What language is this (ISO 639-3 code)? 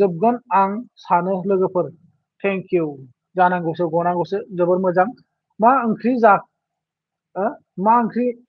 brx